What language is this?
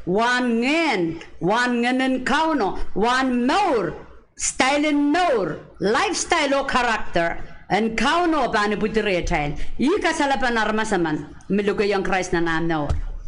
Pohnpeian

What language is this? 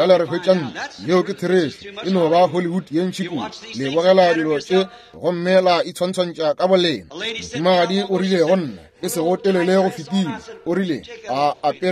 Northern Sotho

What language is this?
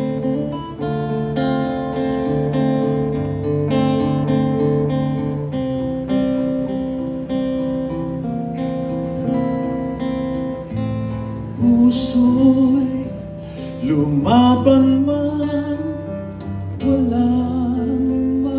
Filipino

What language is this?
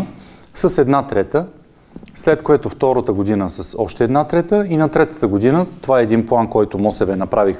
Bulgarian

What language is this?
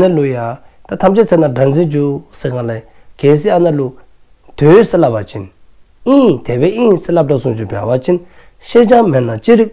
Dzongkha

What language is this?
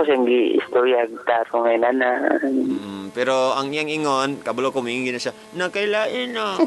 Cebuano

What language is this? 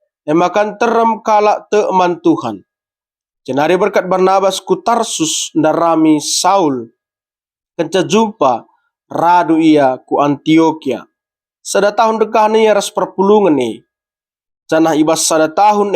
Batak Karo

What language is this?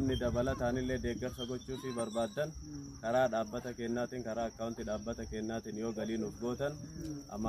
Oromo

